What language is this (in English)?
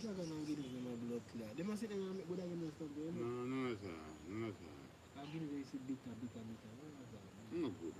Jamaican Creole English